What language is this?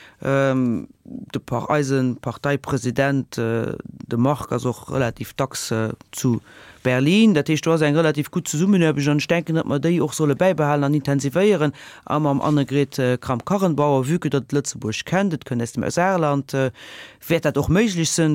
Luxembourgish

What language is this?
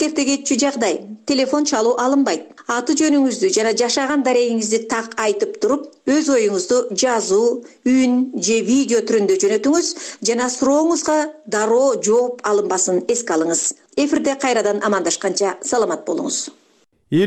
Kyrgyz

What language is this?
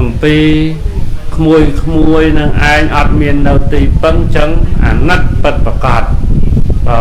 Khmer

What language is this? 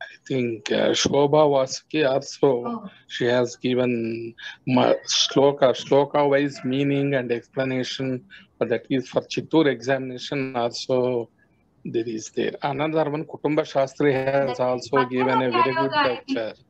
Sanskrit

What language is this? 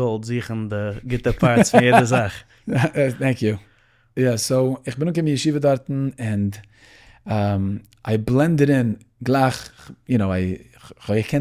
Yiddish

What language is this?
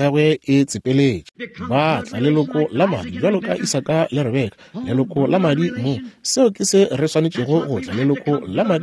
Northern Sotho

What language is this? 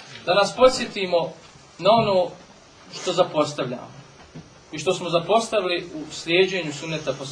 Bosnian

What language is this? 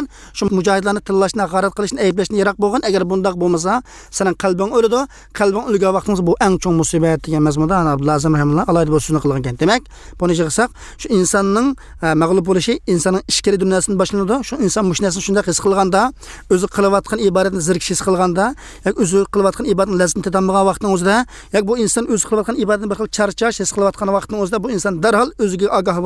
Uyghur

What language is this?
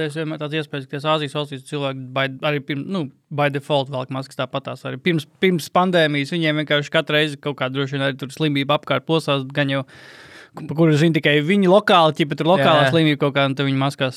Latvian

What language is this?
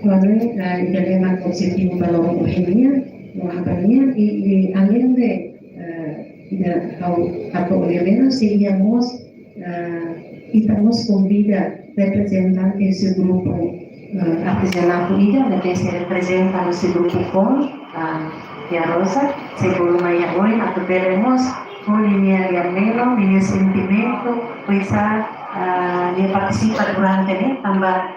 Tetum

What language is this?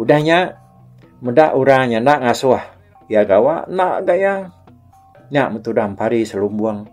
Iban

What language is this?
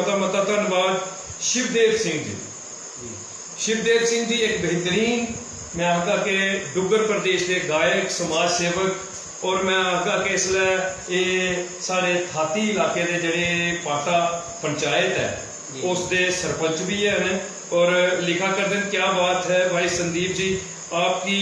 Dogri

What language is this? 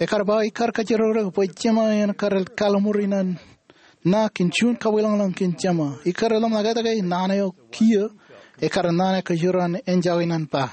Marshallese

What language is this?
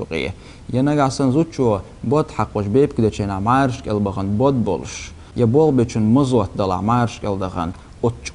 Chechen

